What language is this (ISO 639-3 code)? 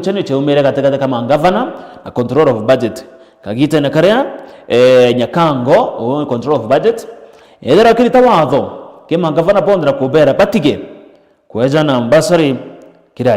mer